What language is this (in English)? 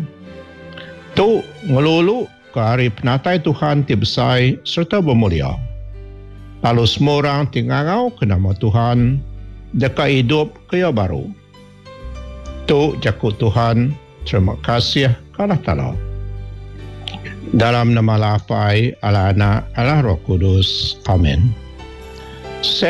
Iban